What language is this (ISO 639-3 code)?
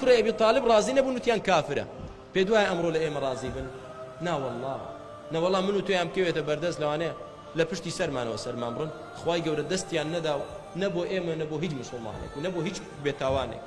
ckb